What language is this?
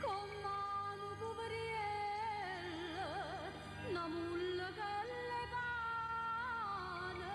Neapolitan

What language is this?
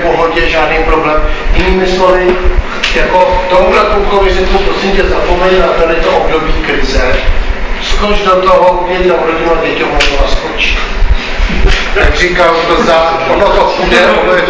Czech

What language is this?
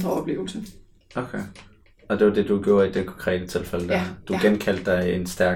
Danish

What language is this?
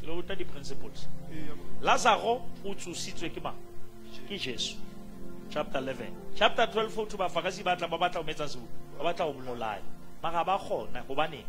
Southern Sotho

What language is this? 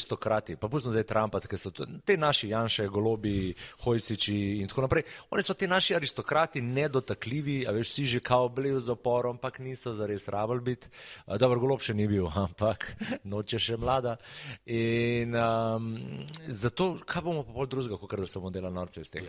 Slovenian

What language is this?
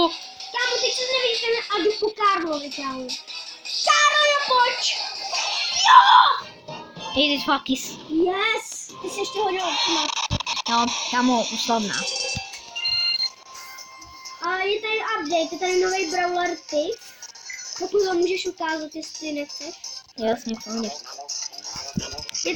Czech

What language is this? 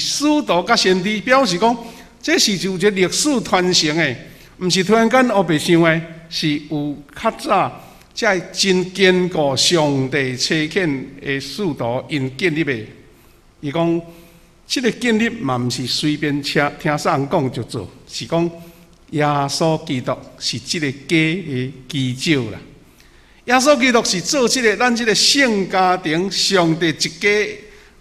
Min Nan Chinese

